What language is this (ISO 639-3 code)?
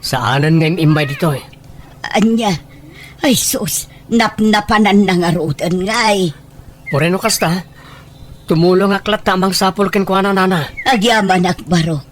ilo